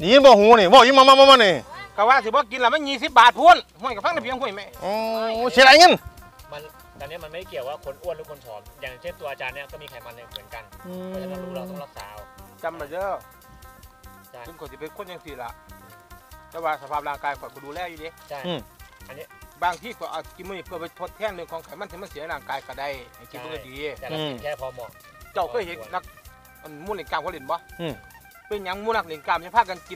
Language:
Northeastern Thai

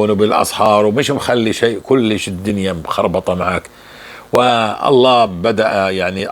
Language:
North Levantine Arabic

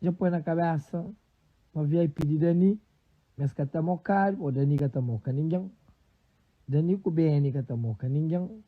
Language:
Kabuverdianu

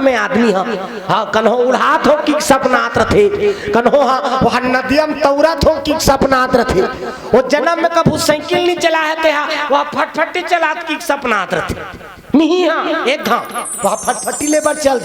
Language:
Chhattisgarhi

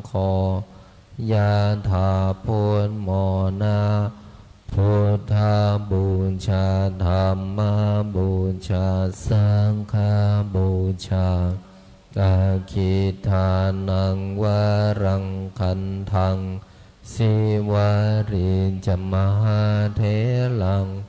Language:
Pali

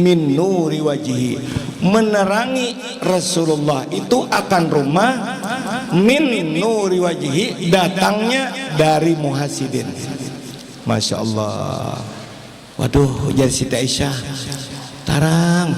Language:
Banjar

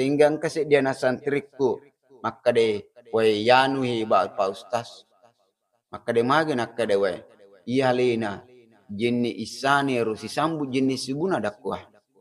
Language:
Buginese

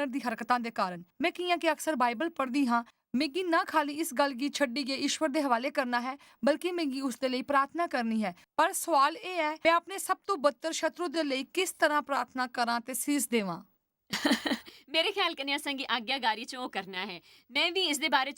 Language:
Dogri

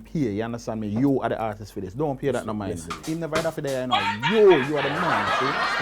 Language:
Jamaican Creole English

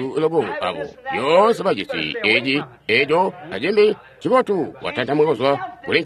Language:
Tonga (Zambia)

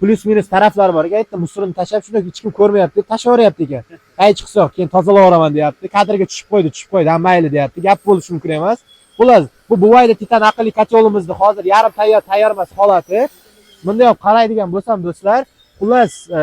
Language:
Uzbek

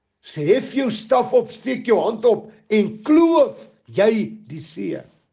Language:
Afrikaans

